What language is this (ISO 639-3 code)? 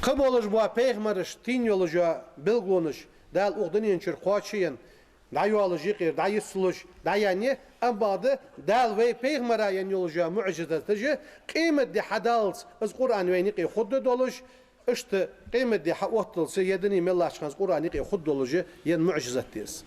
inh